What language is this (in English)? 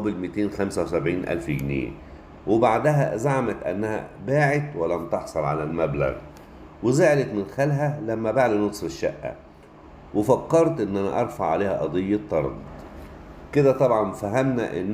Egyptian Arabic